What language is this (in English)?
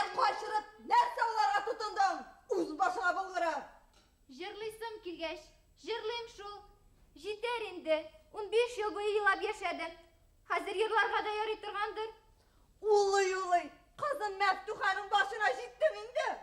Bashkir